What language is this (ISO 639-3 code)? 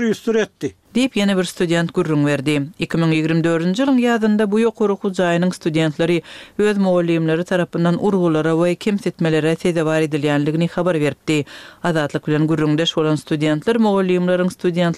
tuk